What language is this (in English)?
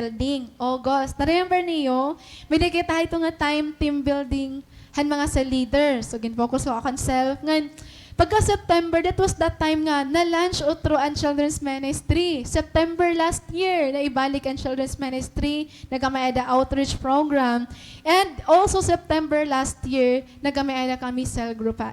Waray